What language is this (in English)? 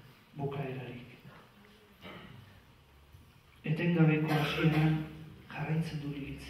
Basque